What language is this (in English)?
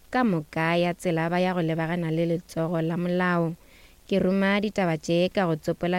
Northern Sotho